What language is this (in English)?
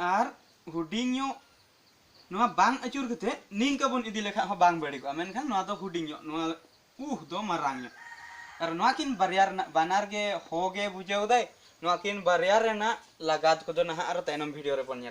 Santali